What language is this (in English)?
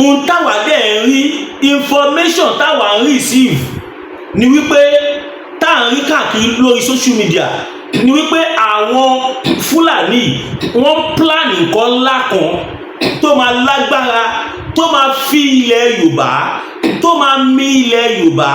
Yoruba